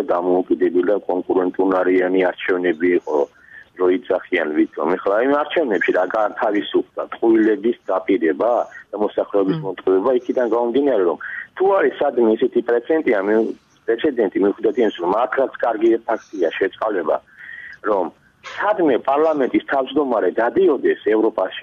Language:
Georgian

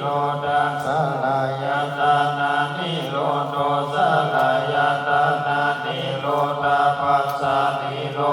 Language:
Pali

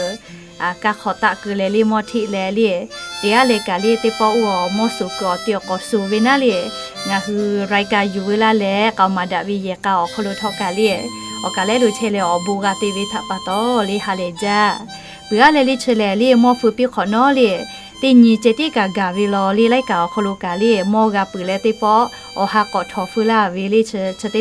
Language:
Lahu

